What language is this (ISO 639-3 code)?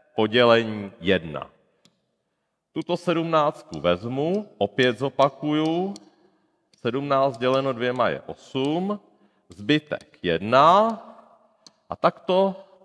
ces